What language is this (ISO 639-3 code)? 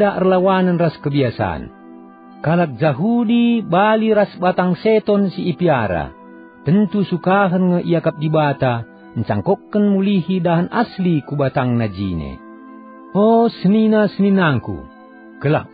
btx